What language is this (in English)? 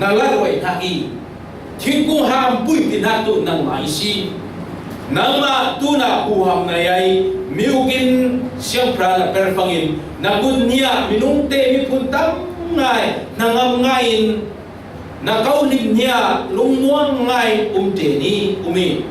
Falam Chin